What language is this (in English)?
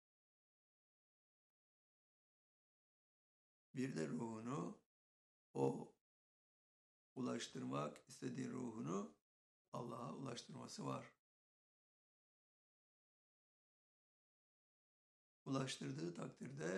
Turkish